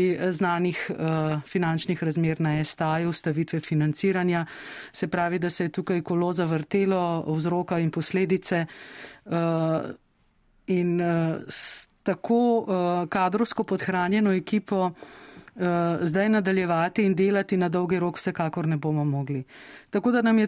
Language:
Slovenian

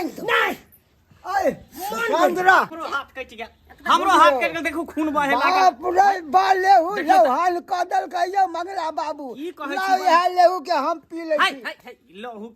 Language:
Maithili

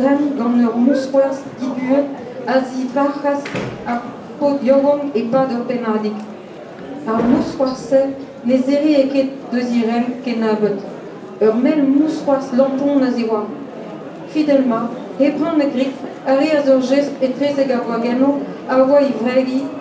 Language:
Breton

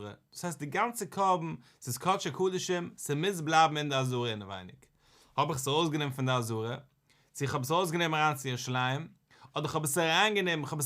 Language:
Yiddish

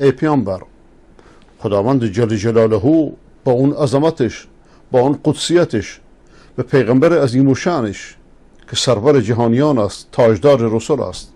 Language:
Persian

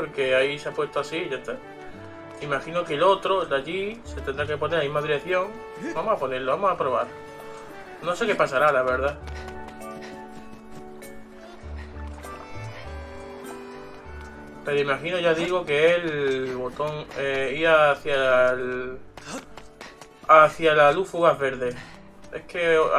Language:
Spanish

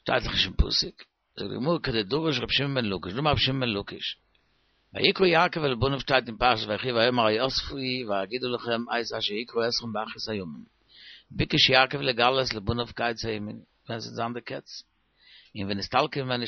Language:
Yiddish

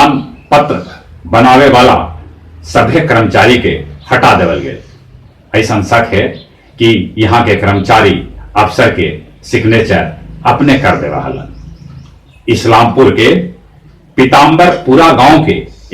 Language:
Magahi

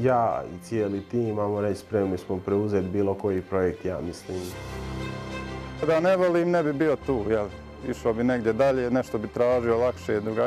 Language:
Croatian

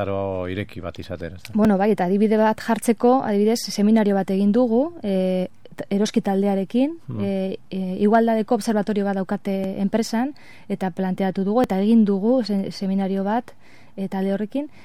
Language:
Basque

